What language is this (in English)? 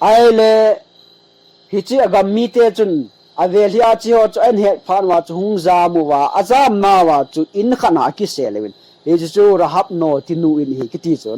Thado Chin